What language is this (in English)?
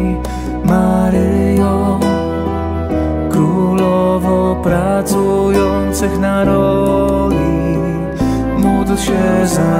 Polish